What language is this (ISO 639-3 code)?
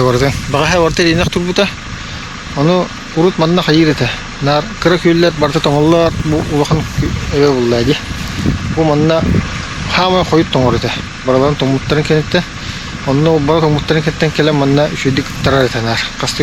sah